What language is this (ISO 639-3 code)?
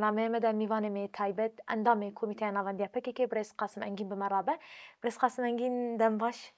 kur